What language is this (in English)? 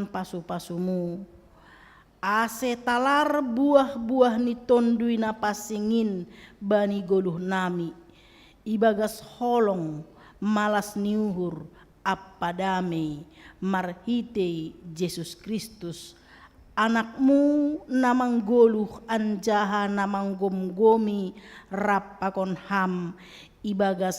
Batak Simalungun